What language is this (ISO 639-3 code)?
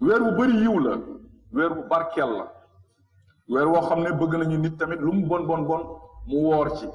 wol